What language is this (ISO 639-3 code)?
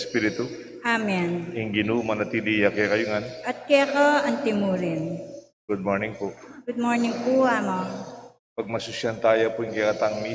pam